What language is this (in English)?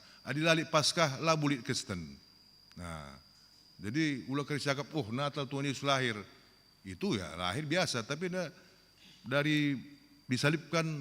Batak Karo